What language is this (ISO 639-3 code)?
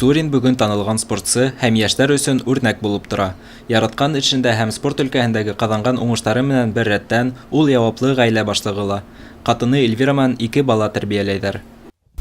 bak